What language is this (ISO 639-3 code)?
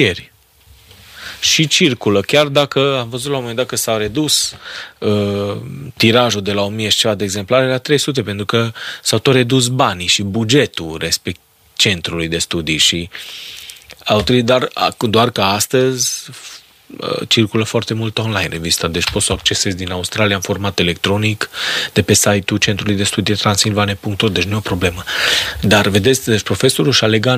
ron